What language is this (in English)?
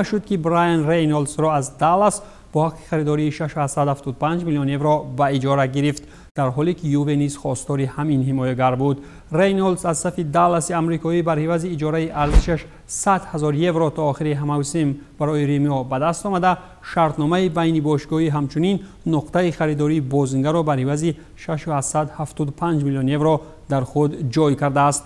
Tajik